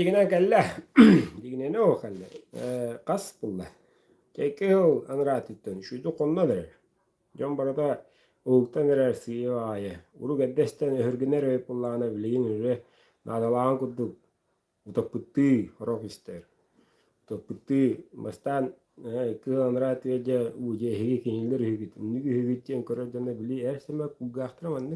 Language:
Yakut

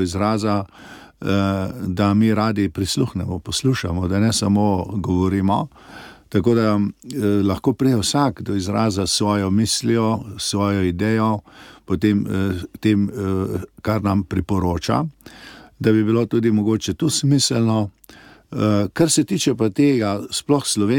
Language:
Slovenian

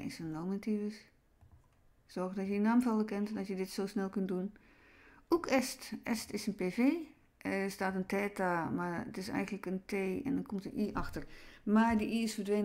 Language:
Dutch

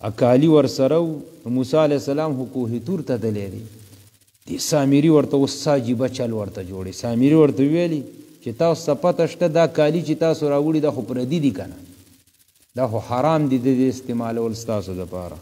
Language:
Pashto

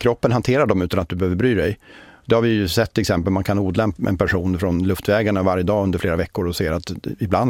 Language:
Swedish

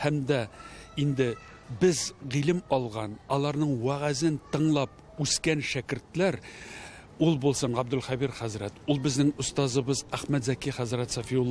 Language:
Tatar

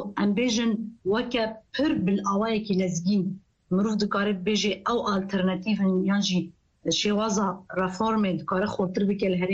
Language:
Kurdish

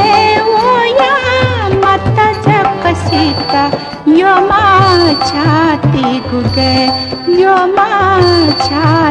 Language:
Newari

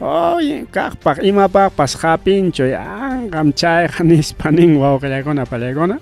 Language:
Ayacucho Quechua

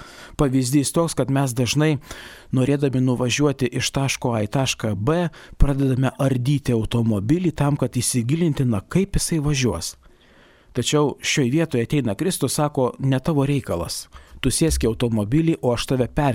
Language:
Lithuanian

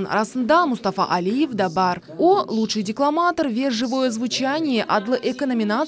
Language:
Crimean Tatar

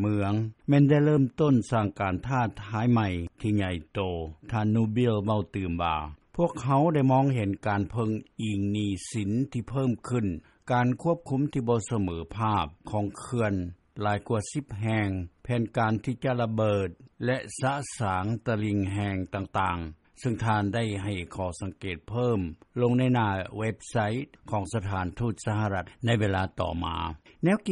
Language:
Lao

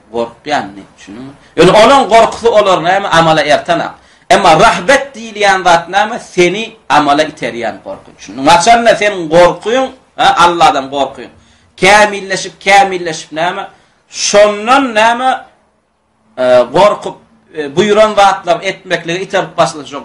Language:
Turkmen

